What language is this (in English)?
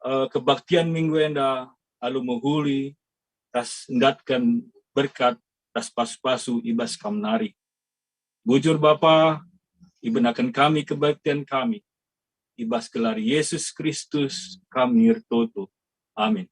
Batak Karo